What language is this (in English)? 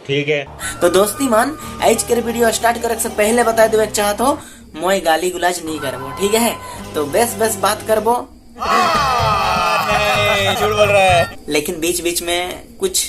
Sadri